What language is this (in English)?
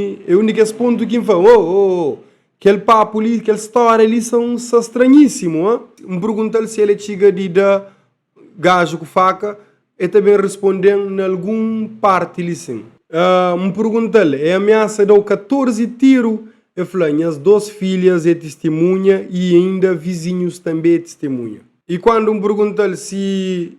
Kabuverdianu